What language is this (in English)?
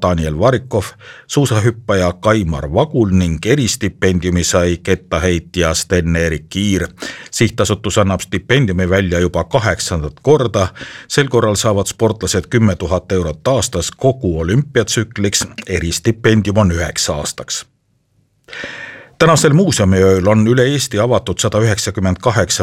Estonian